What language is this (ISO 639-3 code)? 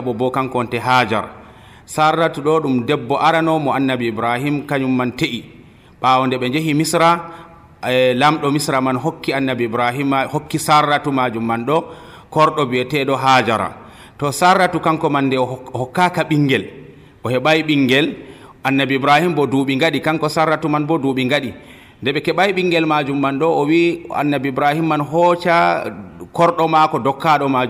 fuv